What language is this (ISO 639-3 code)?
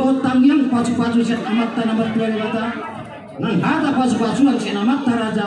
bbc